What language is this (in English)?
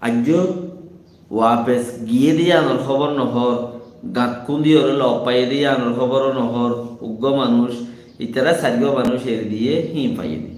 Rohingya